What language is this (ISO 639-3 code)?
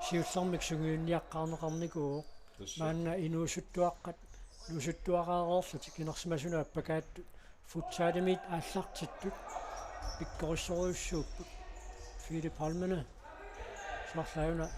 kal